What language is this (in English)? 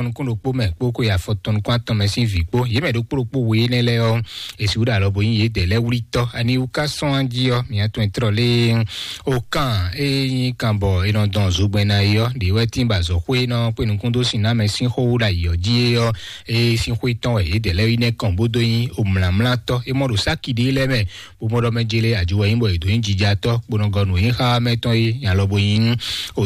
Fon